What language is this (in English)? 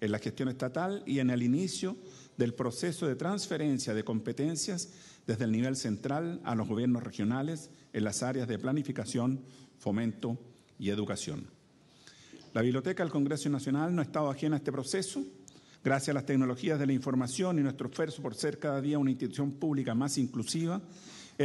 Spanish